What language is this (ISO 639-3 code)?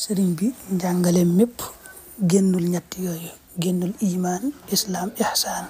wol